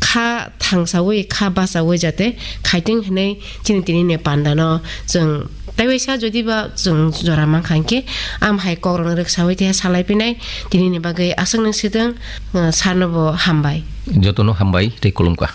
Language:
Kok Borok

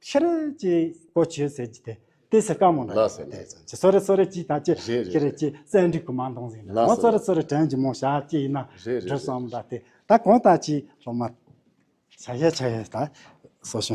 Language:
Tibetan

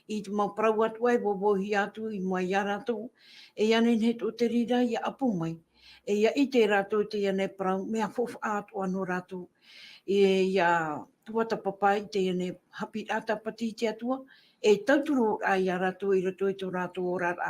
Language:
Tahitian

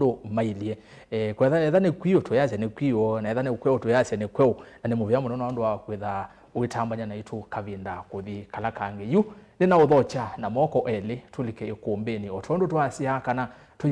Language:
Kamba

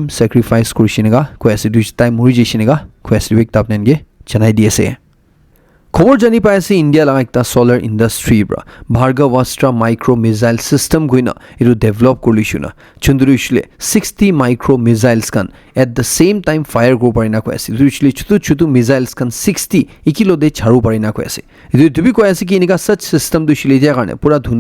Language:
Naga Pidgin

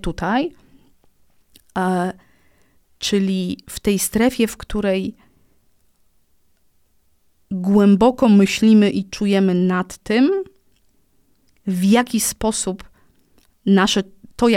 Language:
Polish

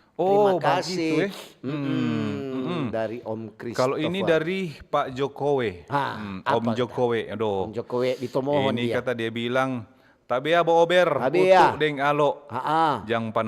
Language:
Manado Malay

